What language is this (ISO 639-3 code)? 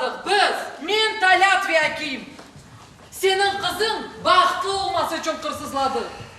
crh